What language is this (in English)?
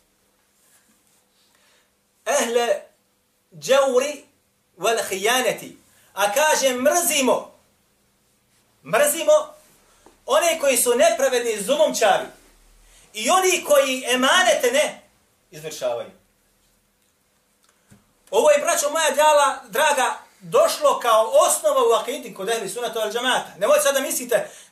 Bosnian